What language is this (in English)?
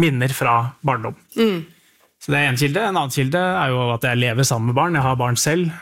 Norwegian